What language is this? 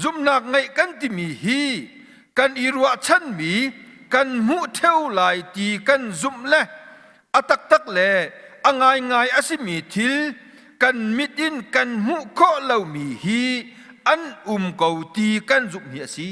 Hakha Chin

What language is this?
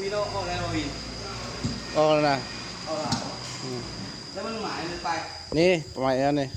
Lao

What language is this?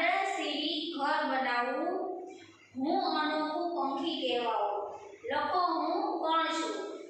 Gujarati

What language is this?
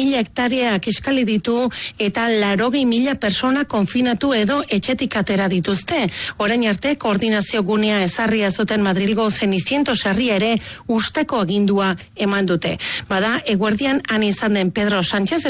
Basque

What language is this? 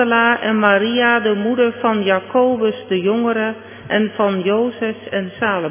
Dutch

